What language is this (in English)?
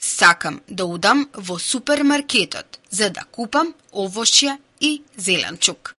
Macedonian